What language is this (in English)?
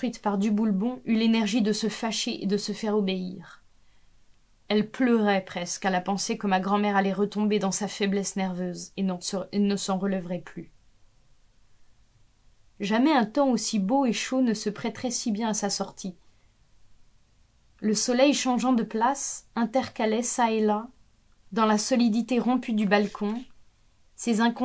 French